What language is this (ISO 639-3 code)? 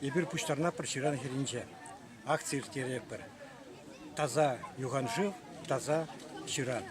chv